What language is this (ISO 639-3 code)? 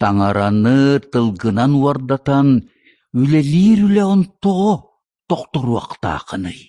sah